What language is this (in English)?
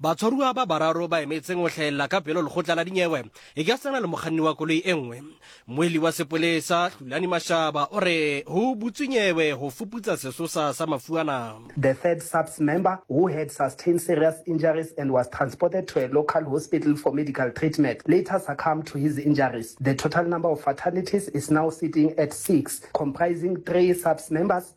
Southern Sotho